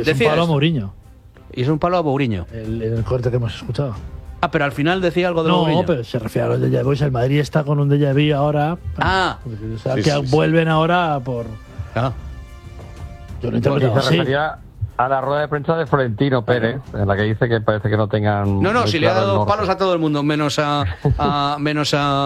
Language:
Spanish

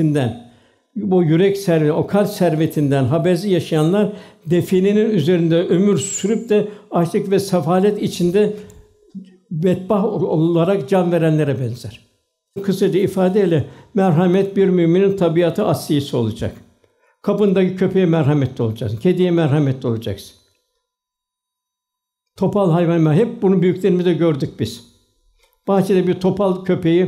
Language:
Turkish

